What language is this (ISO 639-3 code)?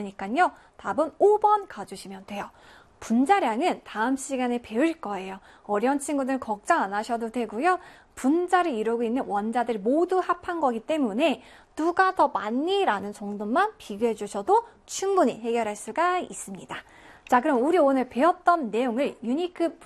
kor